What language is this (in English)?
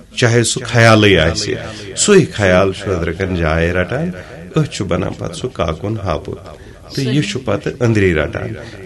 Kashmiri